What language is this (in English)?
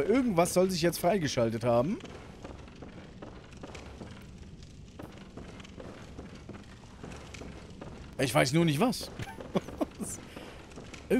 German